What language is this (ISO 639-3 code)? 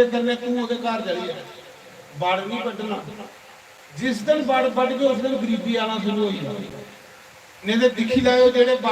doi